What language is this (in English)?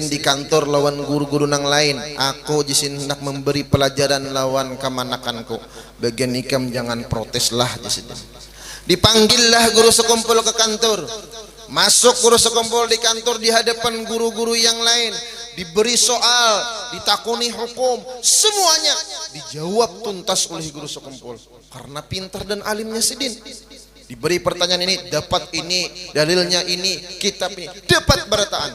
Banjar